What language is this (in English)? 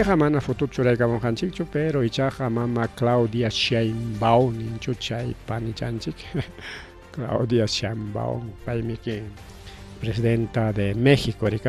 Ayacucho Quechua